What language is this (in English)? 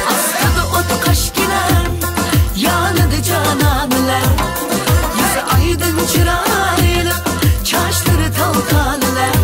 Uyghur